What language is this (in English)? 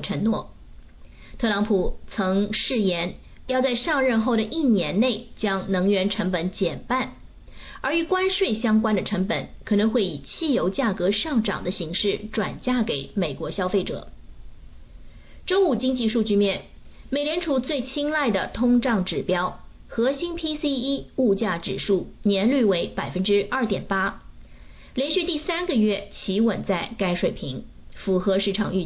Chinese